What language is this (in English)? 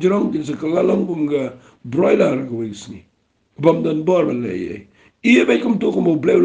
Khasi